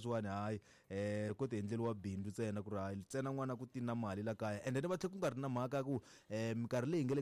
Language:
Tsonga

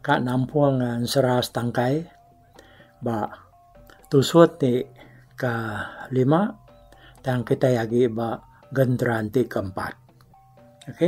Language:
Iban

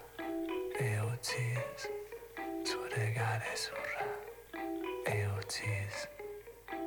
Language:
Basque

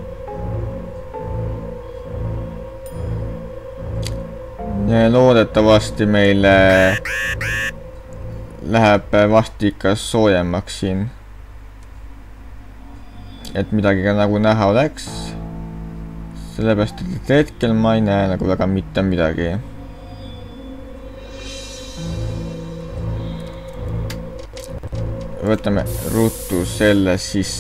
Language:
Estonian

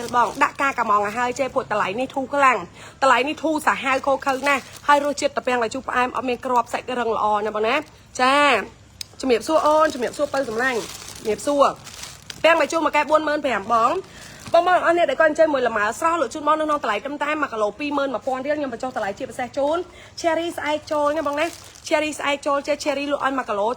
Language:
Khmer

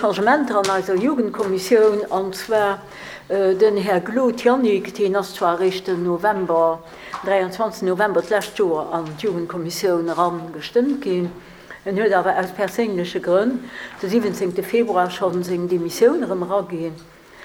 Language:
Luxembourgish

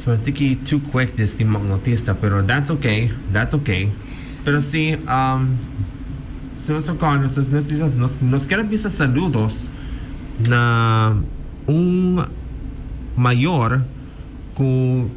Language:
Papiamento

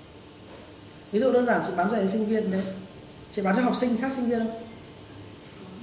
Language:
Vietnamese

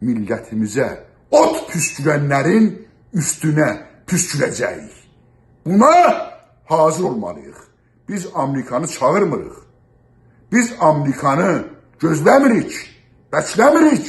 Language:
South Azerbaijani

